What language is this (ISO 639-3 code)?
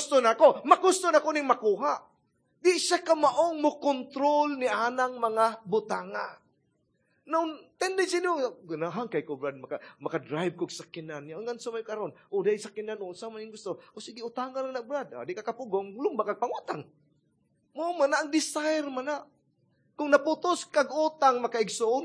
ceb